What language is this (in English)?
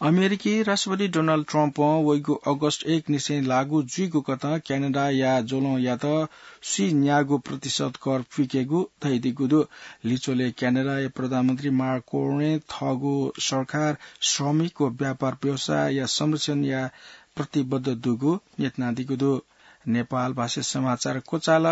Newari